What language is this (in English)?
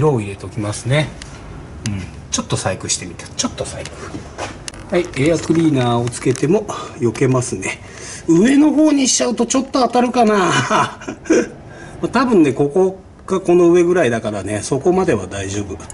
Japanese